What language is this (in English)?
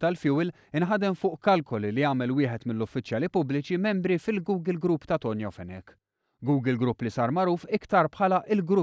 Maltese